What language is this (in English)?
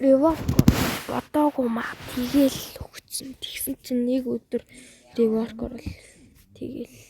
Mongolian